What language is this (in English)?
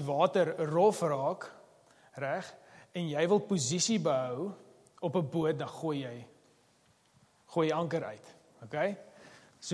Afrikaans